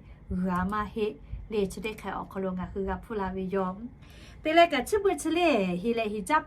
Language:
Lahu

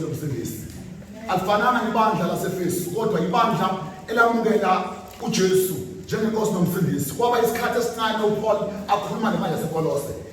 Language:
Zulu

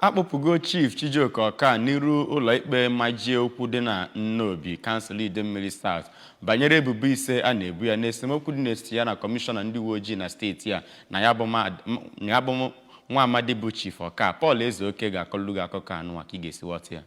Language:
Igbo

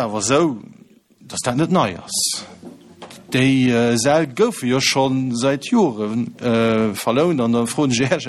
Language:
Luxembourgish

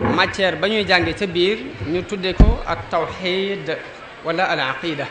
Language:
Wolof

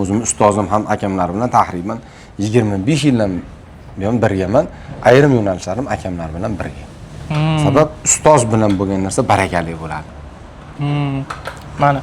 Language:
Uzbek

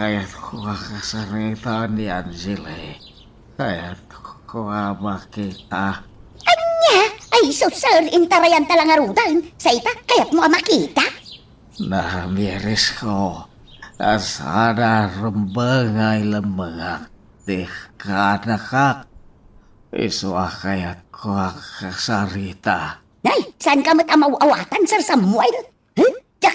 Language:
Iloko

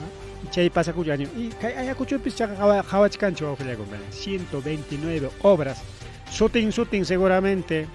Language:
Ayacucho Quechua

